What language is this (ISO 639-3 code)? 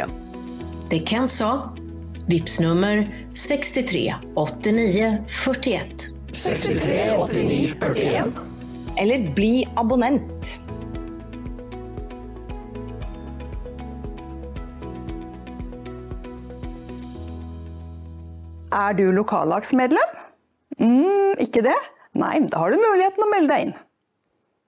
nor